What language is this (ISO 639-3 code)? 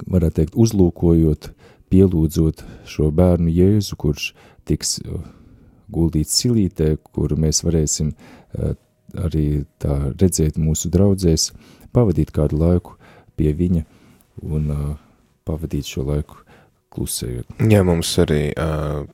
lav